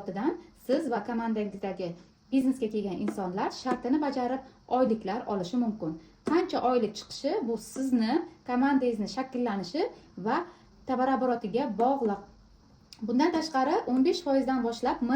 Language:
Uzbek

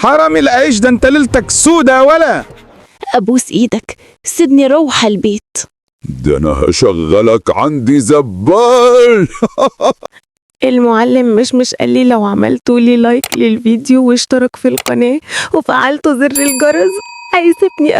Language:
Egyptian Arabic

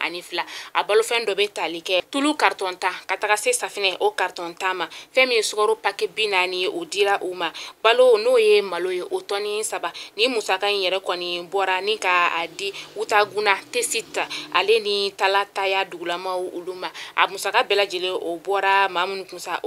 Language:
Bambara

